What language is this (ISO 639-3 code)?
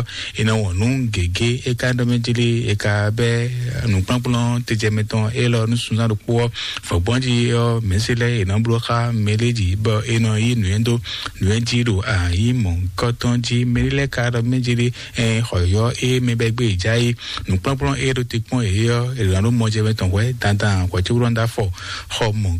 fon